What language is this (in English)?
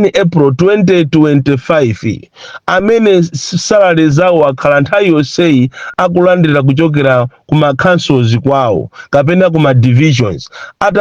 Nyanja